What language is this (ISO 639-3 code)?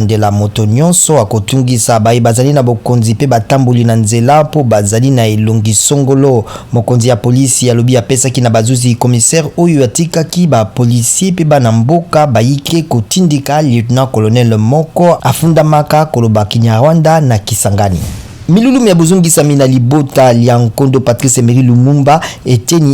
lin